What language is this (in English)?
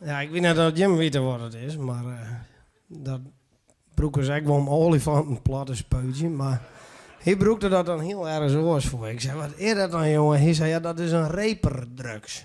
Western Frisian